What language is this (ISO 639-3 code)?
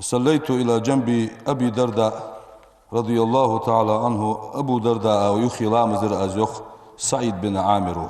inh